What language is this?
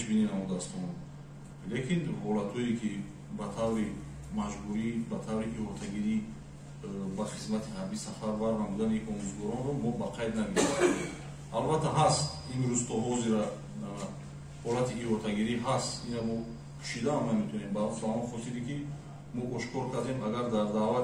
Tajik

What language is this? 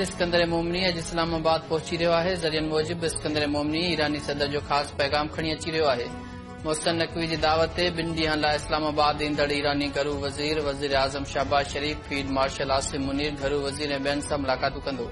Sindhi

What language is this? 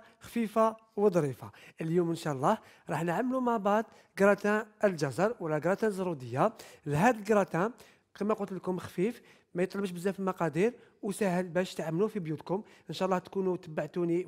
Algerian Arabic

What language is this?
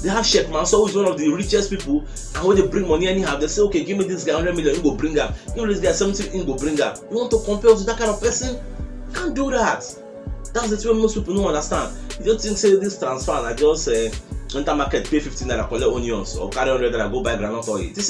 Nigerian Pidgin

